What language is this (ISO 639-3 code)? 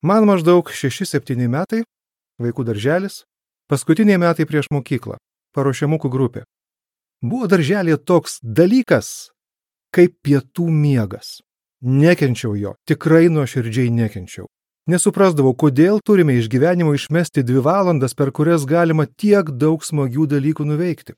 lit